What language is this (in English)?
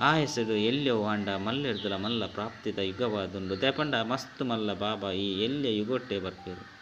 Tulu